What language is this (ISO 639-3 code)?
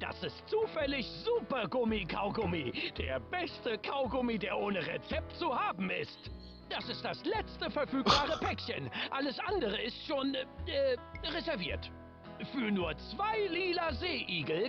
gsw